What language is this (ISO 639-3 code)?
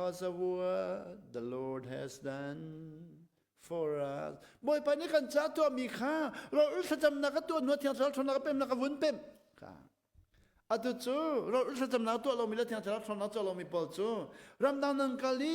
cnh